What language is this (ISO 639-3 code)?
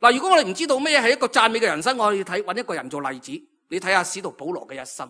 yue